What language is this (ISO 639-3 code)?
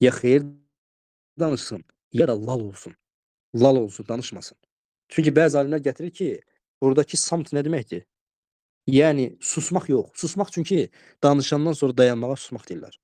aze